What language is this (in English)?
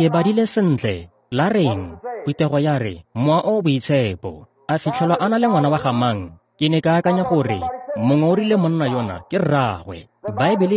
Tswana